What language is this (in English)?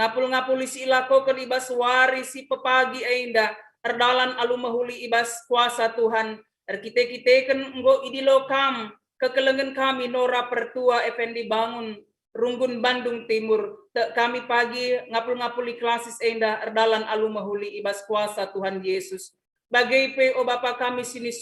Batak Karo